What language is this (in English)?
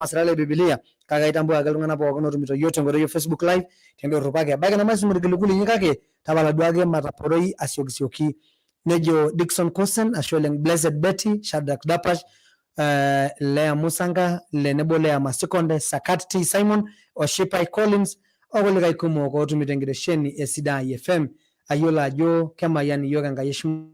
Masai